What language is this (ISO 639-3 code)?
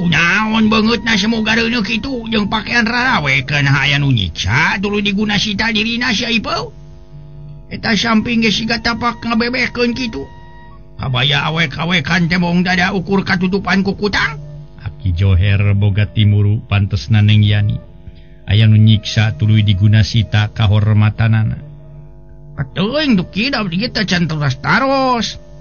sun